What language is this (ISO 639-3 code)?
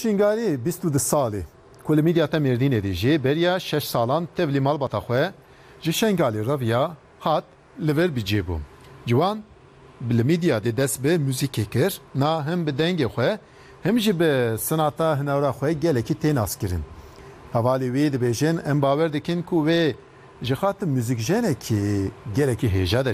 kur